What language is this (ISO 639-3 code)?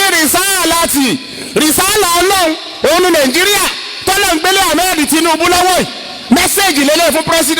yor